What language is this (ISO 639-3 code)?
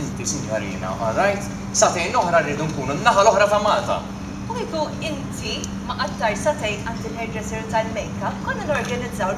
mlt